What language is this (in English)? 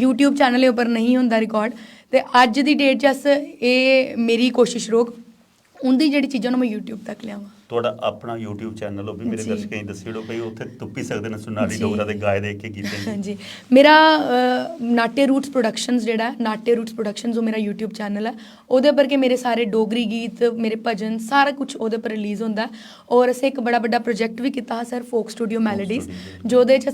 Dogri